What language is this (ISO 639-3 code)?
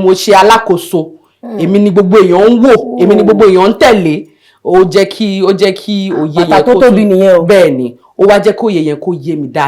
yor